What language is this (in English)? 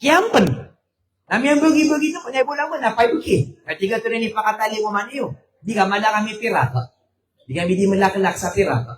Maranao